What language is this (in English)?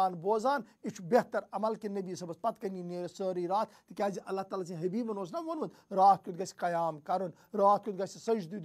Kashmiri